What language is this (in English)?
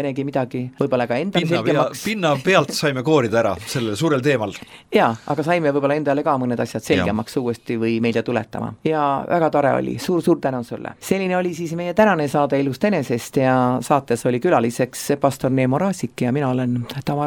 Estonian